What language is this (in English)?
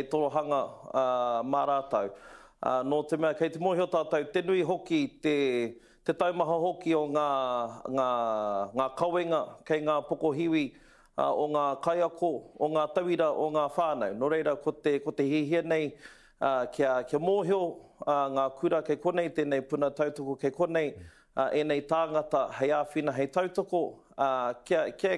Māori